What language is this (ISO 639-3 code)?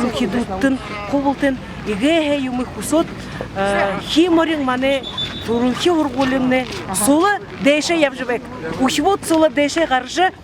bua